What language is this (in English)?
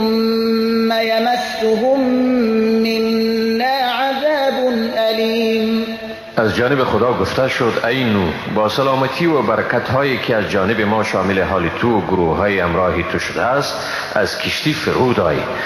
Persian